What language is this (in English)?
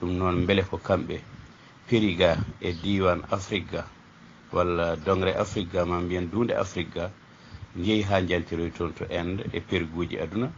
Fula